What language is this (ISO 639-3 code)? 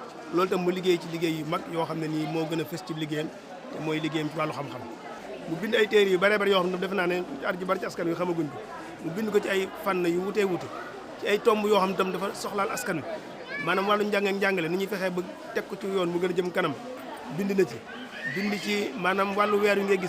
wol